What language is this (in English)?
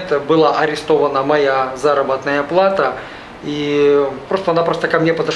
Russian